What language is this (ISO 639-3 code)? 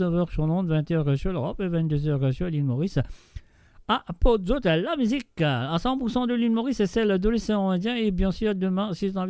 mfe